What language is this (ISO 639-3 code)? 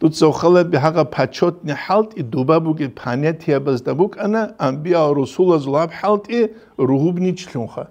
ava